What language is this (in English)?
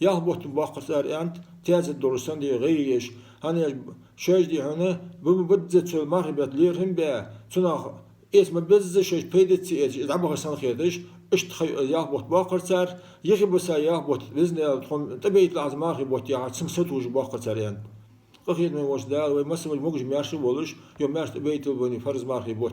Ingush